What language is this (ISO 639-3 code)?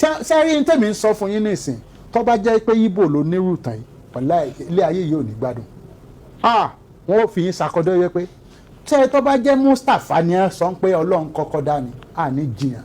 yor